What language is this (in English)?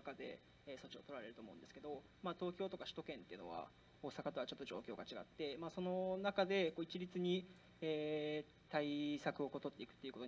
Japanese